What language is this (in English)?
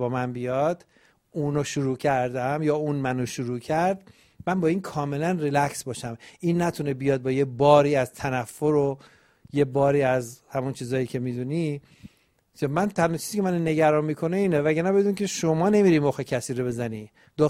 Persian